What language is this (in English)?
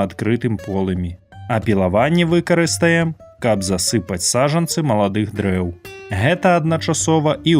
Belarusian